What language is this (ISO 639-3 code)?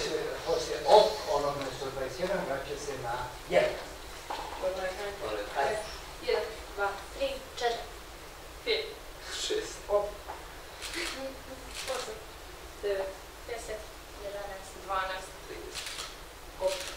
srp